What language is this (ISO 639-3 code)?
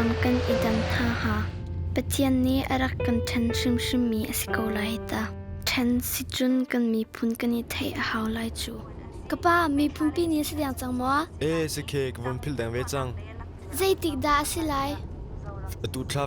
cnh